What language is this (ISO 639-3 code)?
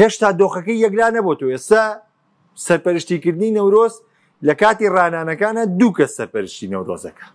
ckb